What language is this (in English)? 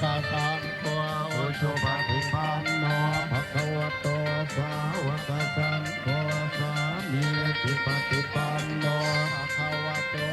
Pali